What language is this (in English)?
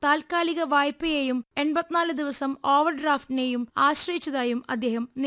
Malayalam